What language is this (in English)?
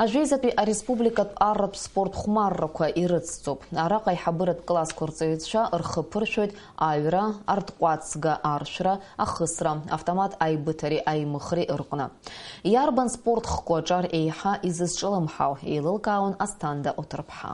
Abkhazian